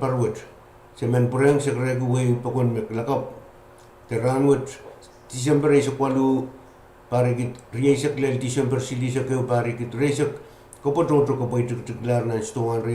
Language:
Pohnpeian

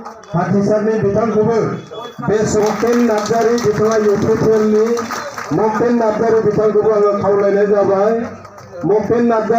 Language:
Bodo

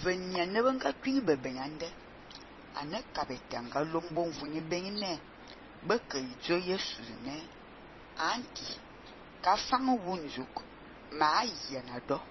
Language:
Fang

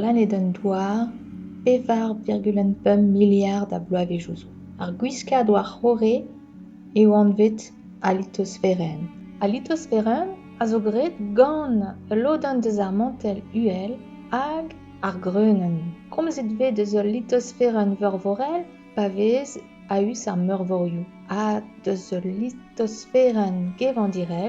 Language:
Breton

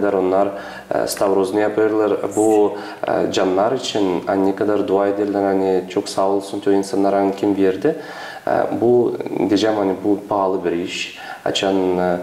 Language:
Gagauz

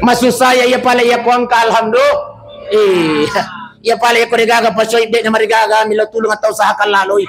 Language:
Buginese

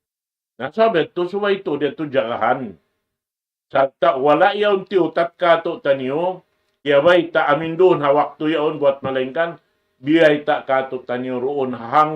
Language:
Tausug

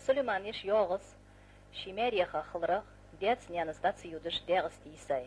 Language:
Ingush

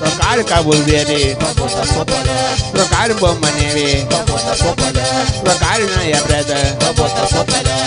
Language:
Kabuverdianu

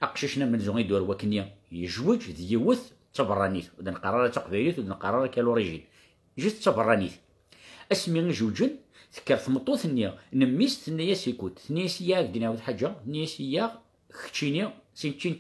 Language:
Kabyle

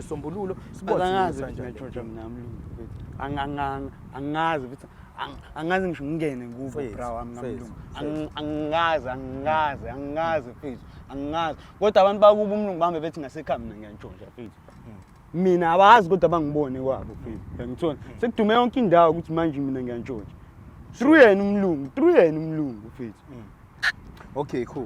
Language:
Zulu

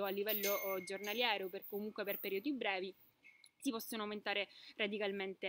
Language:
Italian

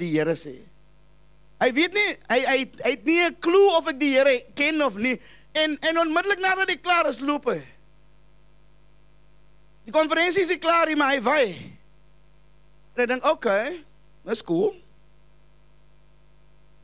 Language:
Afrikaans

